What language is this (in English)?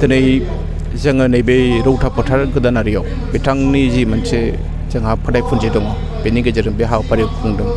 Bodo